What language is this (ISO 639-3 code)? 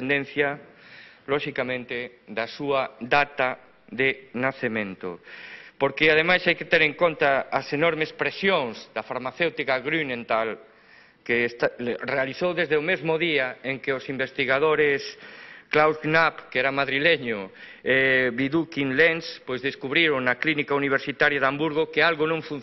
glg